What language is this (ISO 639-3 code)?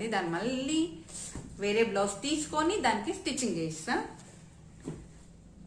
tel